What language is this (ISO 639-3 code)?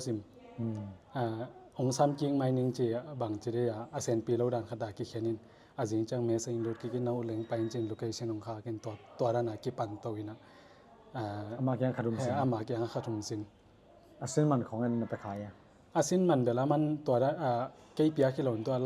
ctd